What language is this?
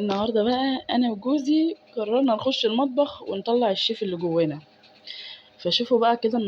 Egyptian Arabic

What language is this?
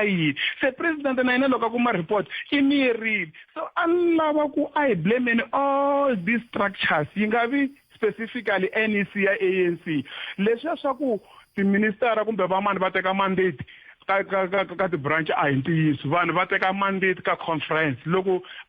Tsonga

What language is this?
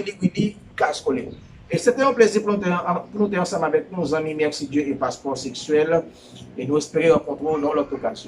Haitian Creole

